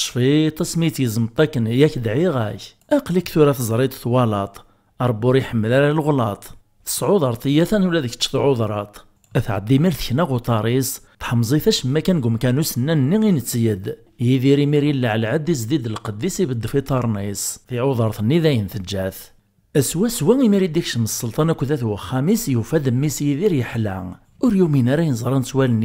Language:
Kabyle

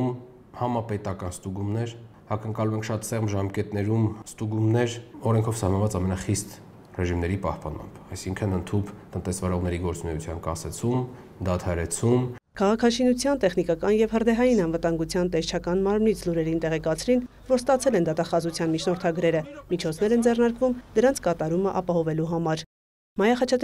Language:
Armenian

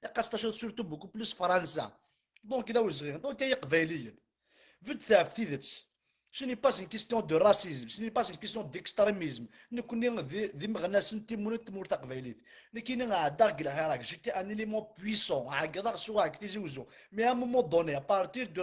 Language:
Kabyle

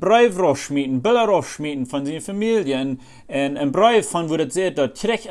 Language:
Plautdietsch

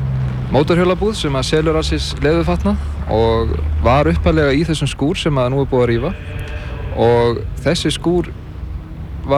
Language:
Icelandic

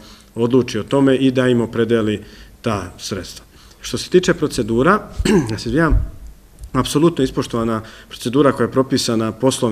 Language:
Serbian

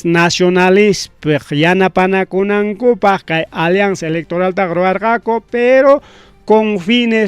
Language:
Ayacucho Quechua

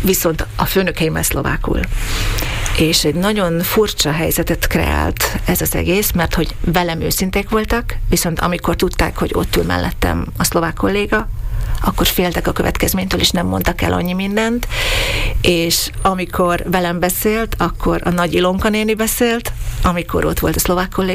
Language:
Hungarian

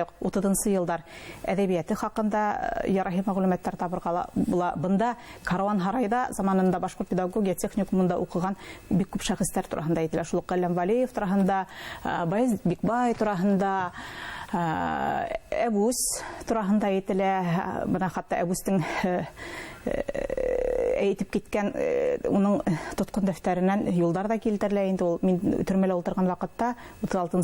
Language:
Bashkir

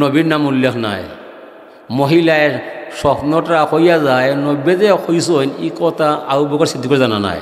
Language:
Sylheti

